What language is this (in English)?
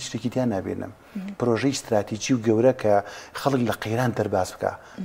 Central Kurdish